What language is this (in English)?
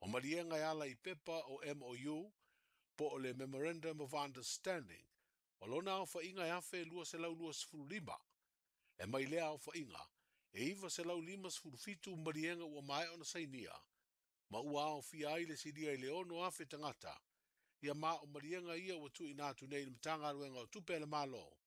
Samoan